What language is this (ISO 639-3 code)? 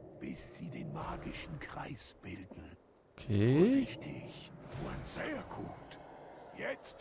gsw